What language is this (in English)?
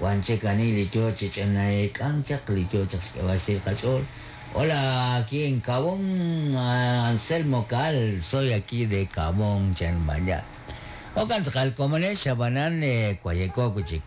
Kekchí